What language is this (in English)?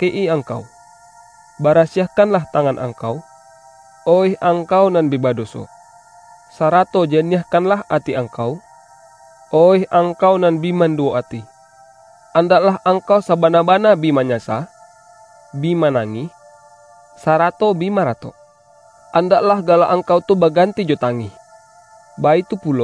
Minangkabau